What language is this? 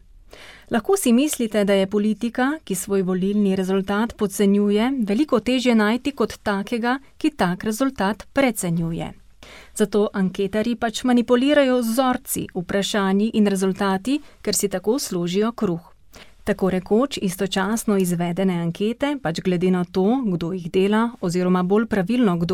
Slovenian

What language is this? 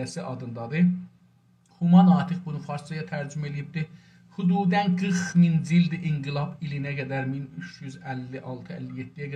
South Azerbaijani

